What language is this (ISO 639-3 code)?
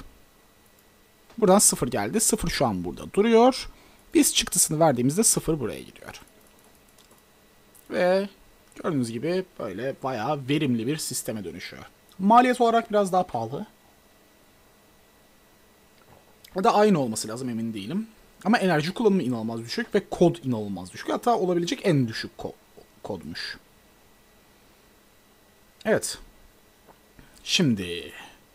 tur